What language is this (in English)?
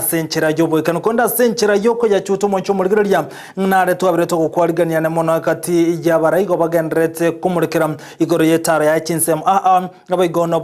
Gusii